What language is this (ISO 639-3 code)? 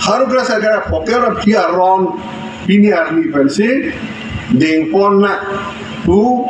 mjw